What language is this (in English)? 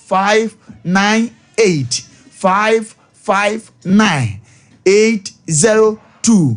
Akan